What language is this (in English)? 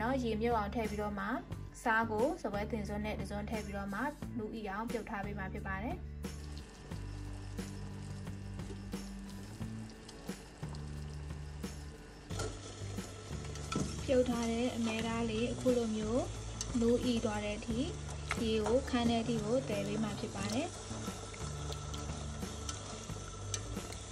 Burmese